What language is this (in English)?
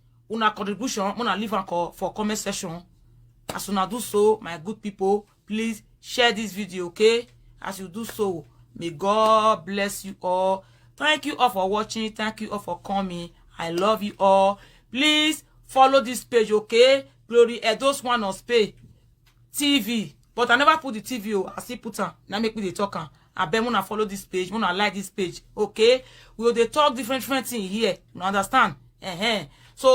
Nigerian Pidgin